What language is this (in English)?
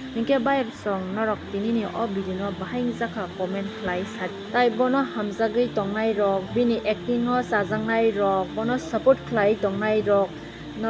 Kok Borok